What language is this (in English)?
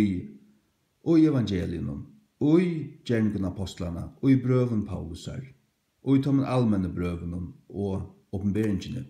Faroese